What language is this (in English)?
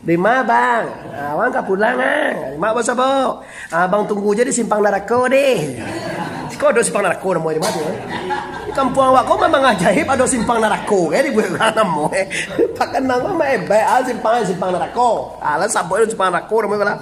Minangkabau